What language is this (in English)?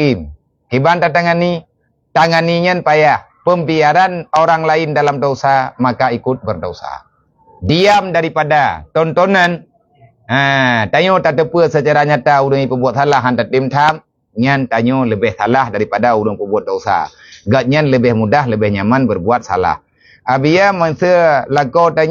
Achinese